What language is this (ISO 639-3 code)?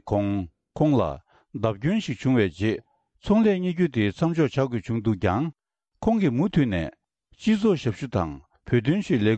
bod